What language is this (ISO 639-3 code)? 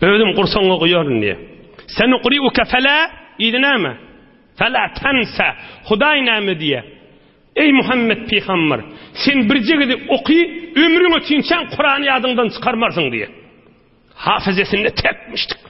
tuk